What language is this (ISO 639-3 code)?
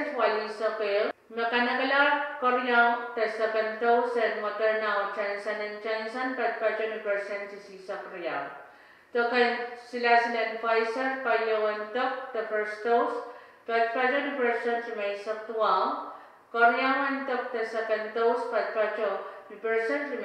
pon